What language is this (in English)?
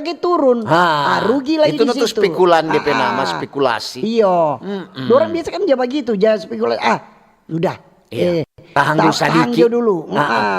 Manado Malay